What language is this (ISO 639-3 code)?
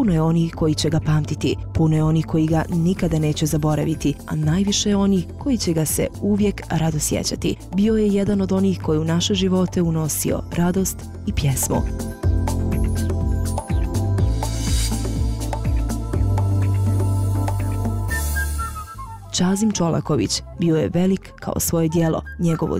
bos